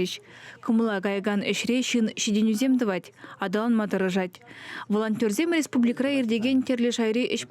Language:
Chuvash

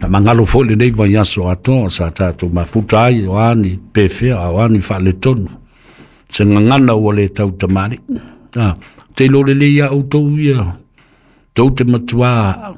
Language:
Samoan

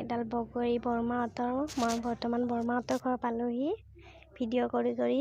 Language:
Assamese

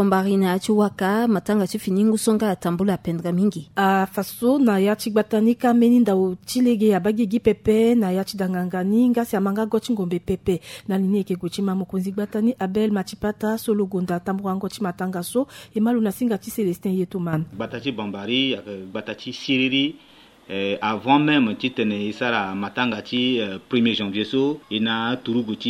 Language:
Sango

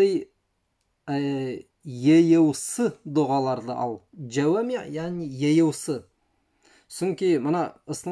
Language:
Bashkir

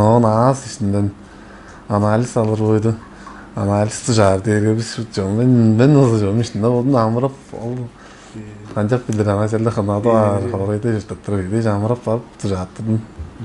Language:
Tuvinian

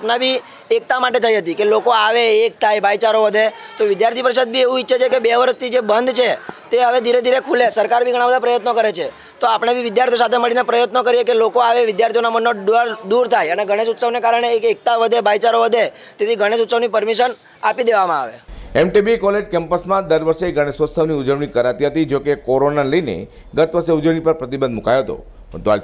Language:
Gujarati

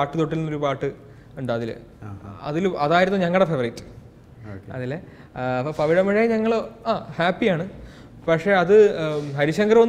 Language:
Malayalam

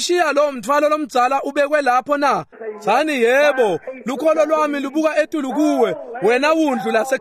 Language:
Swati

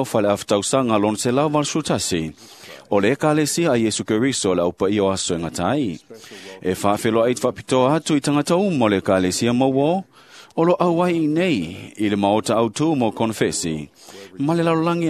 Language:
Samoan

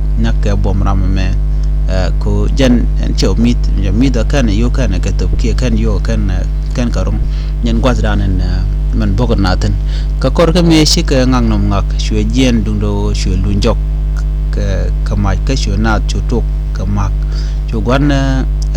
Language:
Nuer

